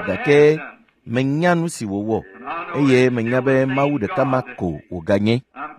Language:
Ewe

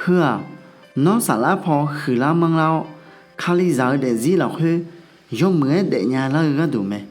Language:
Akha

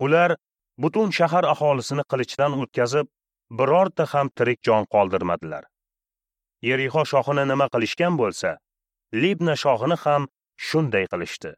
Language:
Uzbek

